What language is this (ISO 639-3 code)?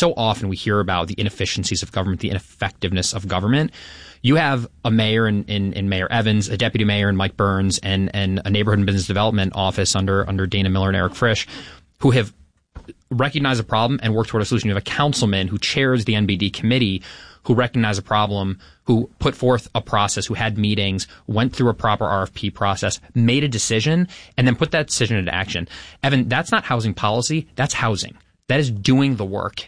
eng